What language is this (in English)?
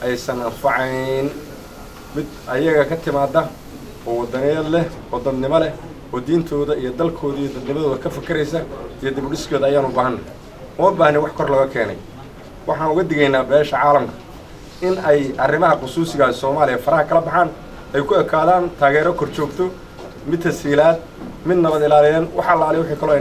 Somali